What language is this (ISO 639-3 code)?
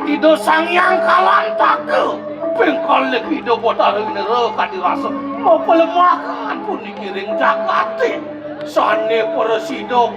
ban